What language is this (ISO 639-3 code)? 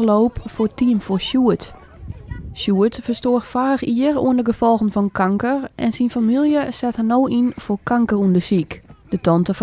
fry